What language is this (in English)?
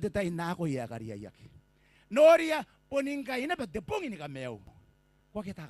Gilbertese